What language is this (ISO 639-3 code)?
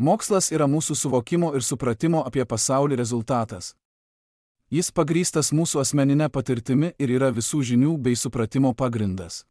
lit